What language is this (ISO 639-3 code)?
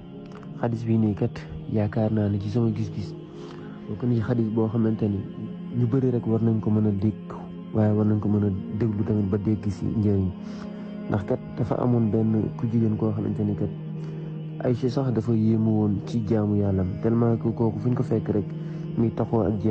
wol